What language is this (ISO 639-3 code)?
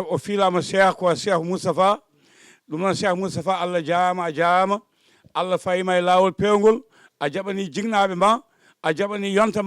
ful